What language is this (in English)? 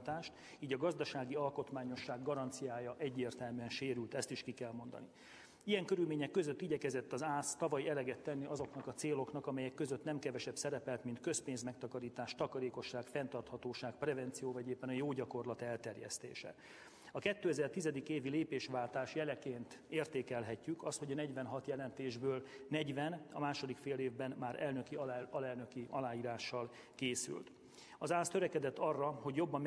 Hungarian